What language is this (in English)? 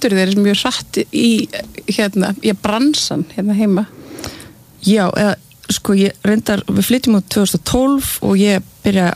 Icelandic